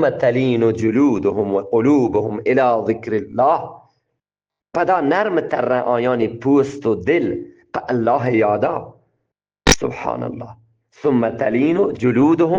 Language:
Eastern Balochi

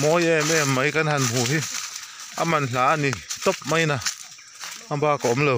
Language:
Mizo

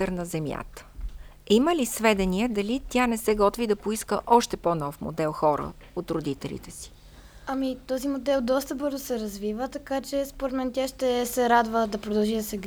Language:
Bulgarian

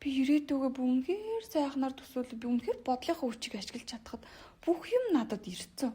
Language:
Mongolian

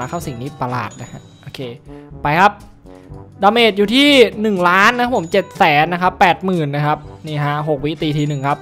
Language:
Thai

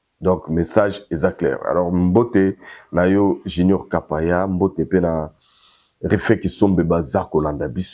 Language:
Lingala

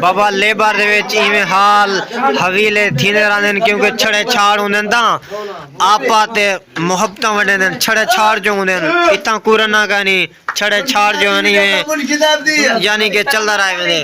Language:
Saraiki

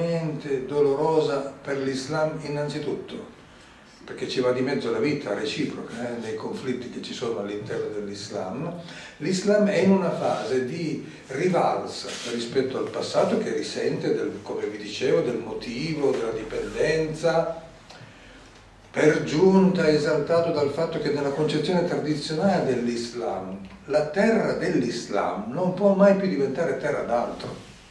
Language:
Italian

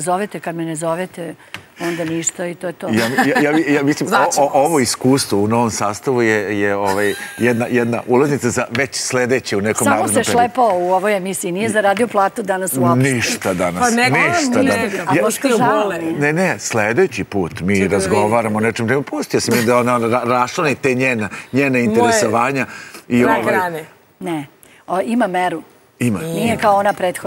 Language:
Serbian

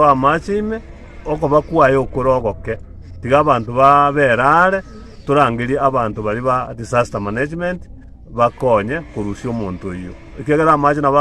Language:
Gusii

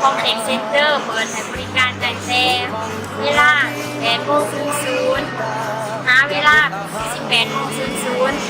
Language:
Lao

